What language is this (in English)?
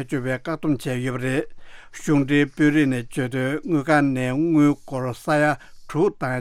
Tibetan